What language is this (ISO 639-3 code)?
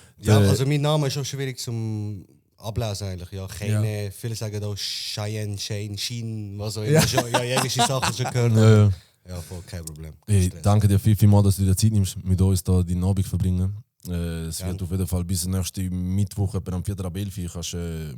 gsw